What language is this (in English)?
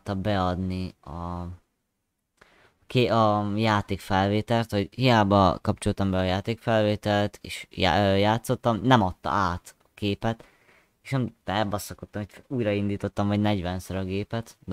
Hungarian